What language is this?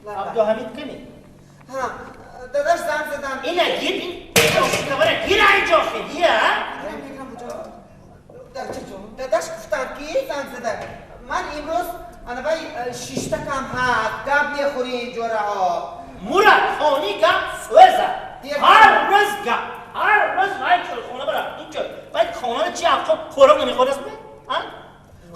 Tajik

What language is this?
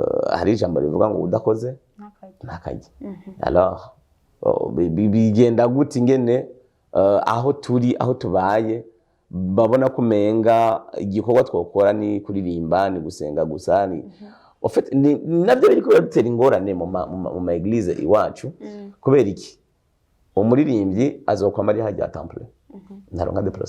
Rundi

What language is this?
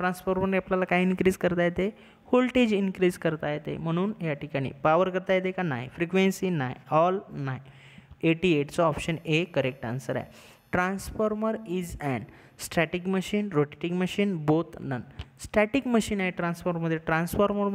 Marathi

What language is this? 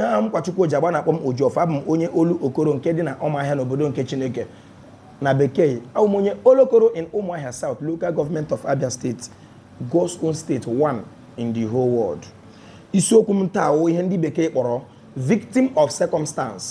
Igbo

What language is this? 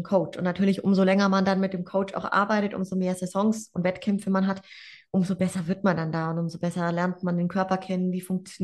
German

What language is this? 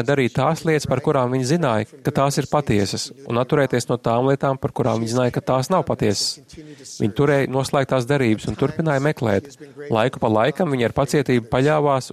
Latvian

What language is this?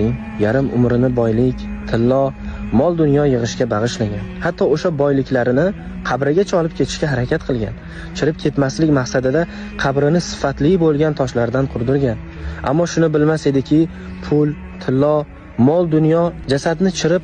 Uzbek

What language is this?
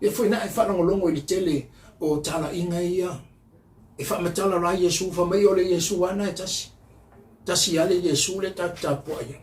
Samoan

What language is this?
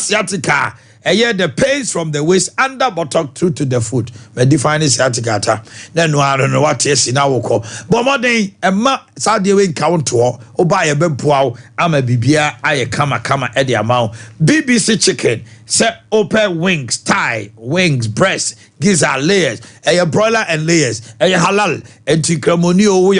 Akan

